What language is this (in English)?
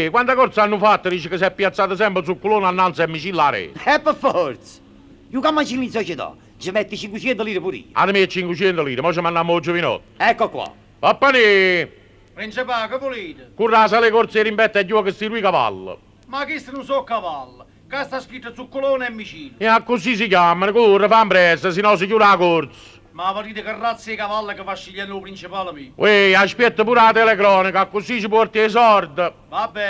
Neapolitan